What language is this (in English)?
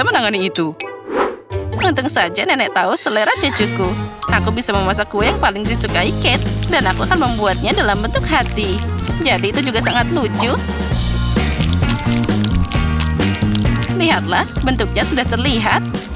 Indonesian